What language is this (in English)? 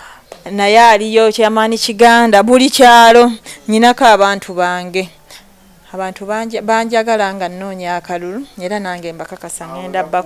Ganda